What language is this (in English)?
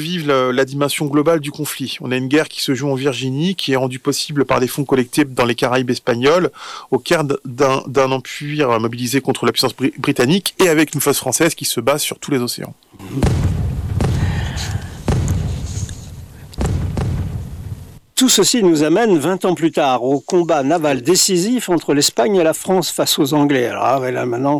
French